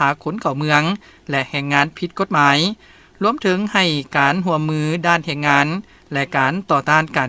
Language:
Lao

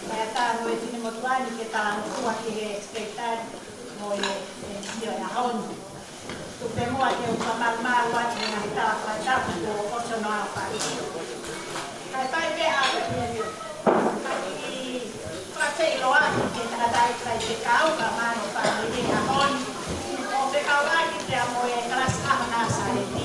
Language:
Tongan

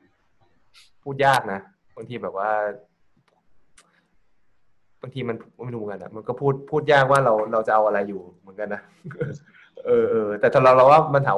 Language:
Thai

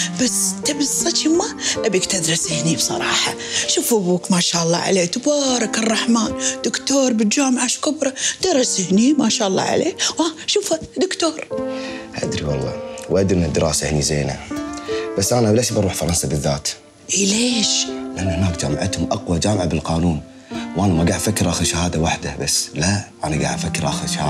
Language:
Gulf Arabic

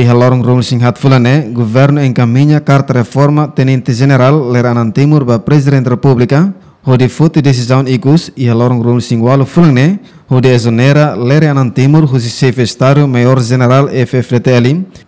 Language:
Tetum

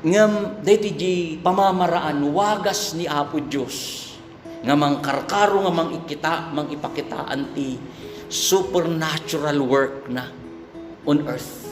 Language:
Iloko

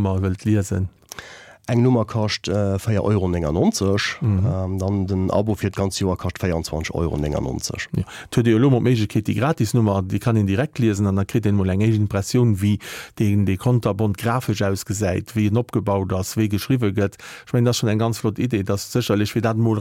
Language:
Luxembourgish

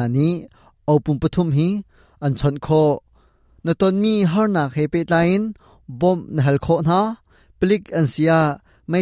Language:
Hakha Chin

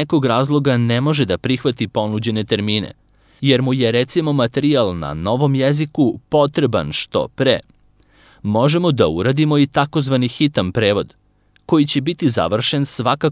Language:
Serbian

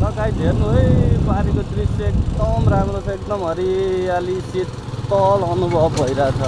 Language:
Nepali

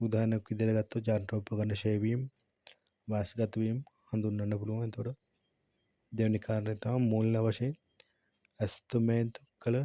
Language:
Sinhala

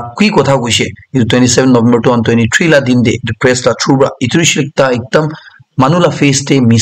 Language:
Naga Pidgin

